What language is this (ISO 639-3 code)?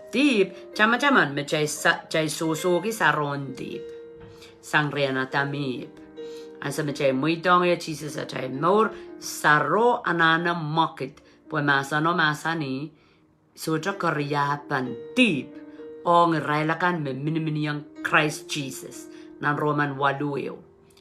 pon